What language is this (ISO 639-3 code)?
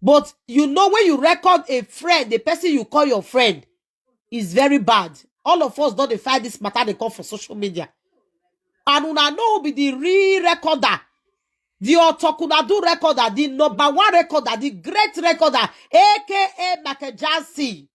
pcm